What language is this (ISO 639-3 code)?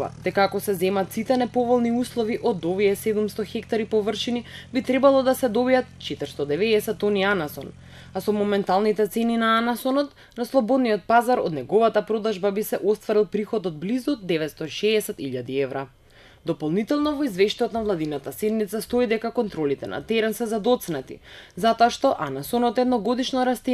mkd